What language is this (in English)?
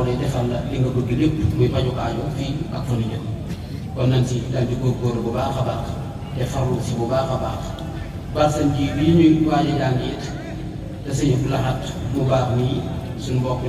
Wolof